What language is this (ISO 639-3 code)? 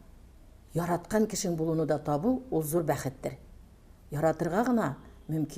tat